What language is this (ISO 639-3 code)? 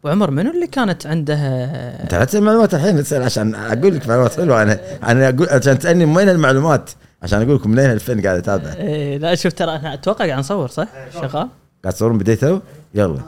afb